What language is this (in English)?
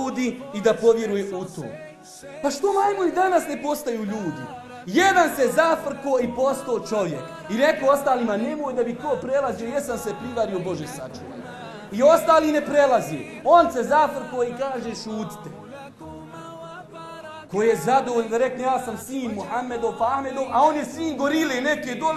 Bosnian